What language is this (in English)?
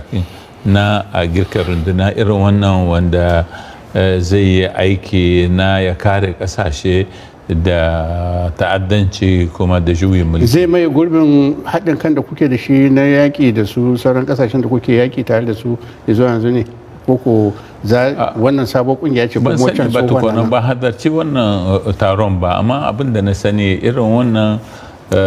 Hausa